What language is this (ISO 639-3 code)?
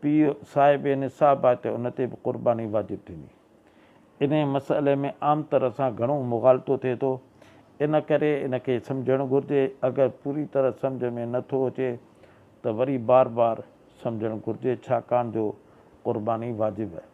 snd